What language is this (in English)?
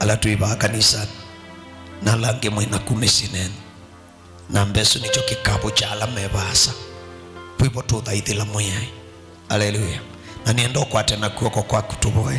Kamba